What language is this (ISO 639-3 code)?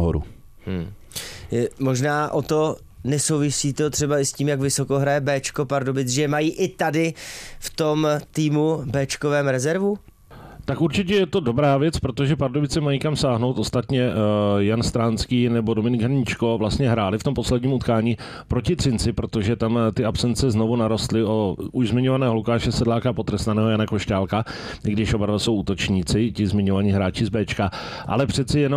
ces